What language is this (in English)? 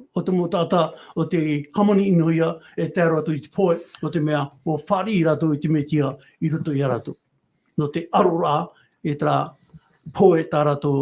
Tahitian